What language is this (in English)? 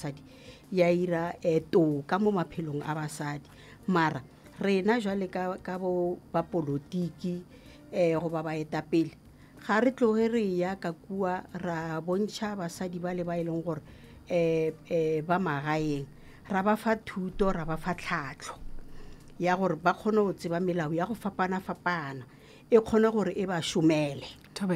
Northern Sotho